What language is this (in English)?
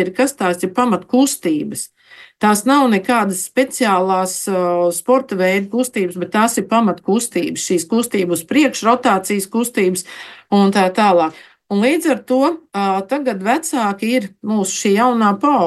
Latvian